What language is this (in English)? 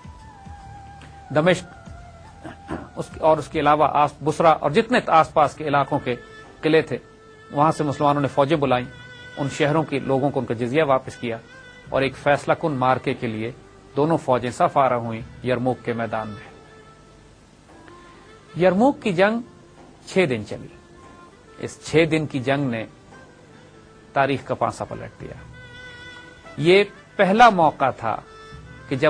Urdu